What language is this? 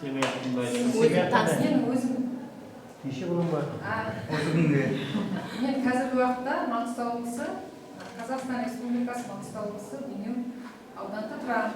Kara-Kalpak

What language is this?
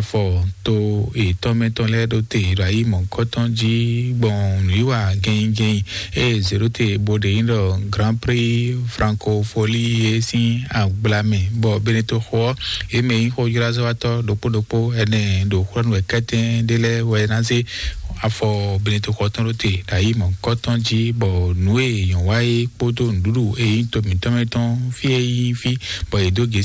Fon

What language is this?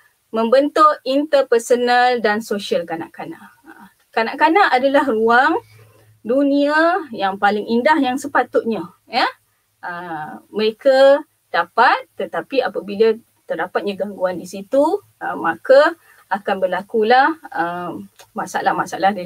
Malay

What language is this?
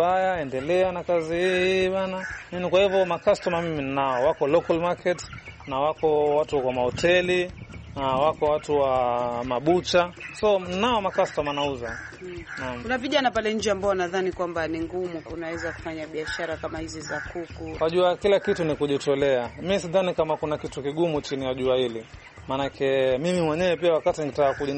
Swahili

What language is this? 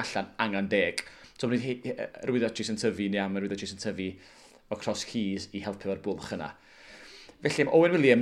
Welsh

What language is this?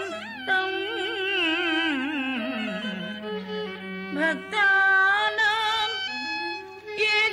Telugu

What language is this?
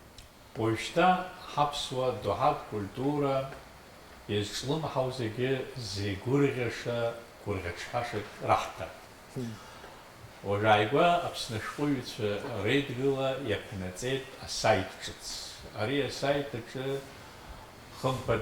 Abkhazian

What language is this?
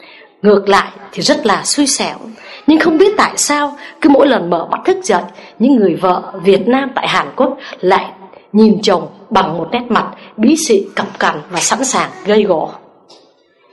Vietnamese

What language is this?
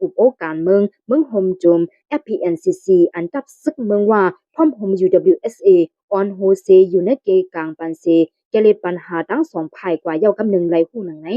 Shan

